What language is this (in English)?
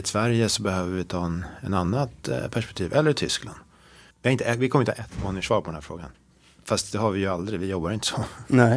Swedish